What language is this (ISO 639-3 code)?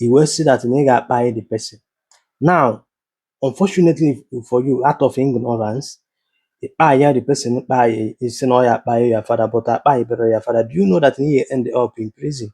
ibo